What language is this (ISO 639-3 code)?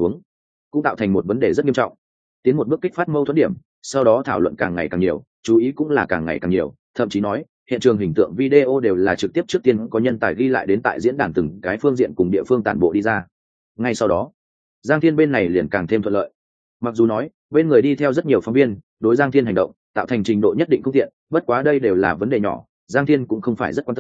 vie